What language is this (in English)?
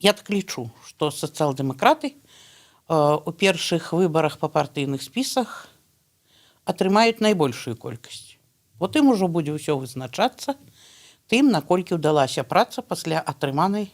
Belarusian